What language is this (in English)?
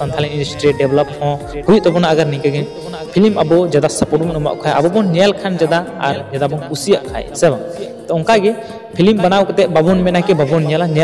Santali